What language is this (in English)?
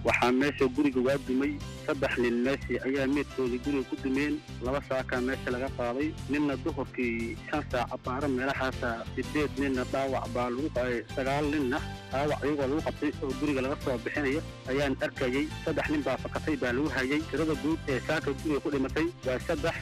Somali